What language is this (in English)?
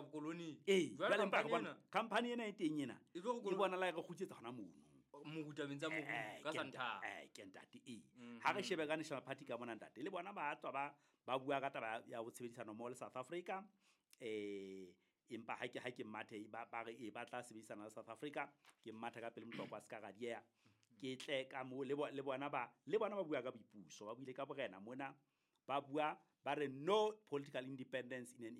Southern Sotho